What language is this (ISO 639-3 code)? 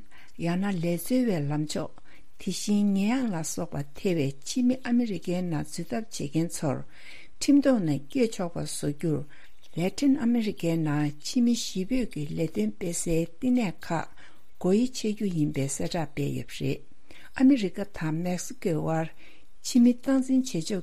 bod